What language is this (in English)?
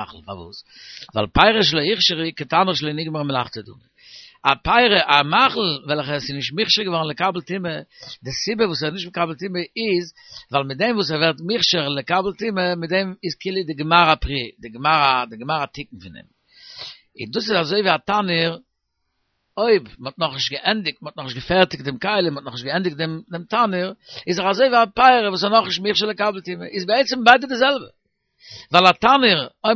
Yiddish